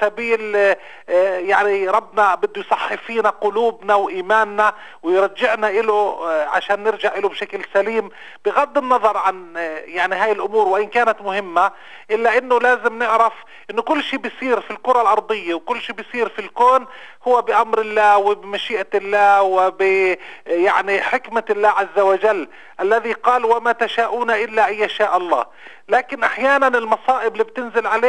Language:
North Levantine Arabic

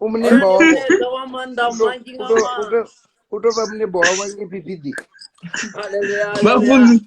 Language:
Venda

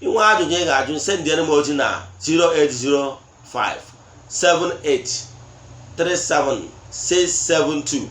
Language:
Igbo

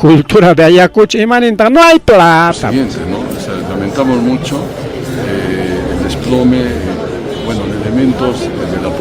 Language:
Ayacucho Quechua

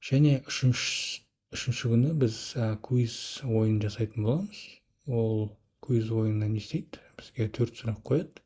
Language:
Kazakh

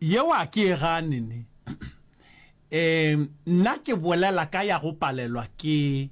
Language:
Northern Sotho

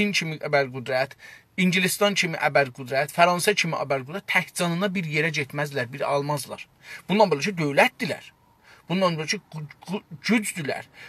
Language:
South Azerbaijani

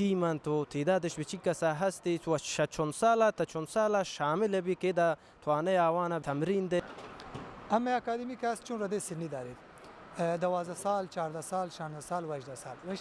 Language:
Baluchi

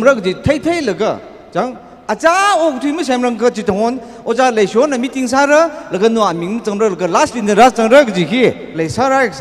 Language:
Tangkhul Naga (India)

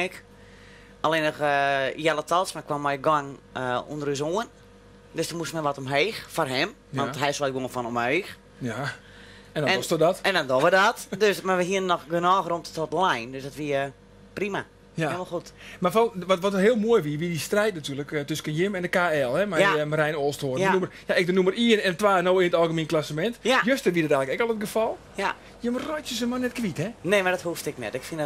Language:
Western Frisian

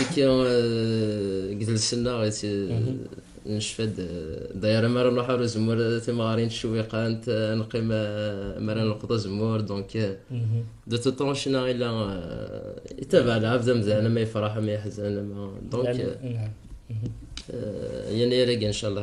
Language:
Kabyle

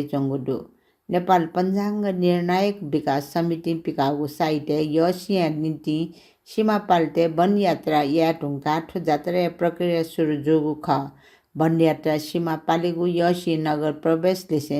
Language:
Newari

